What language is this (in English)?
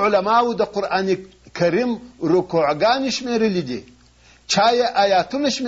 Pashto